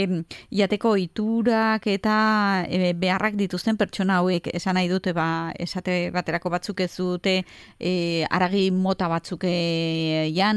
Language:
Basque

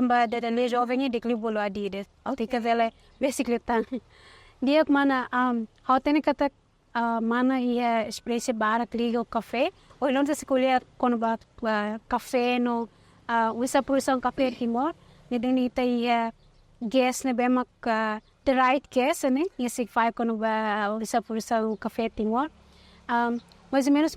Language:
Tetum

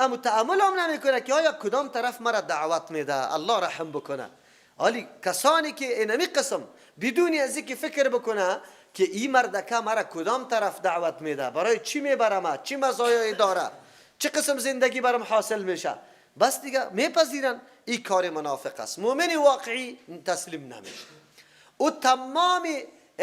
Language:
Persian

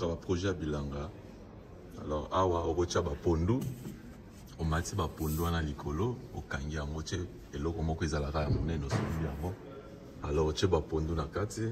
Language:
Lingala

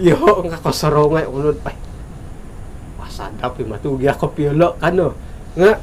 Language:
Central Dusun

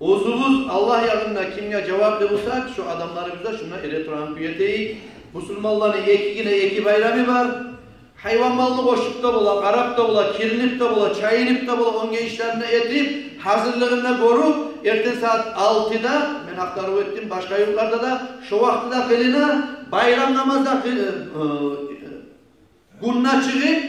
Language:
Kumyk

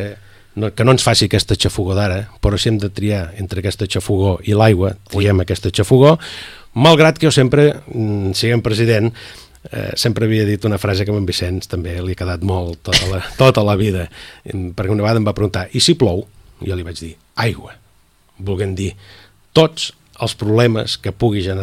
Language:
Catalan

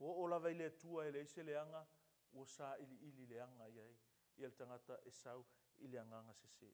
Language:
Samoan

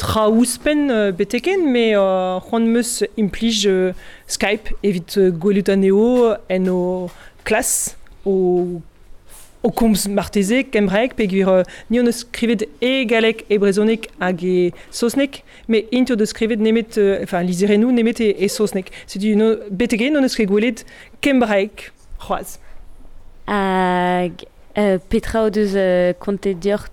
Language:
Breton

